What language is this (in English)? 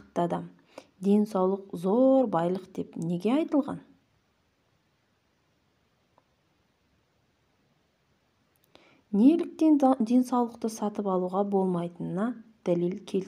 Kazakh